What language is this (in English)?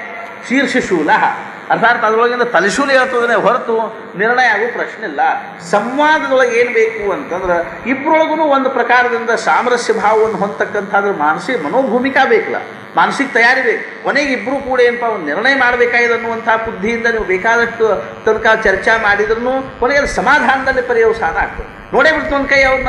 Kannada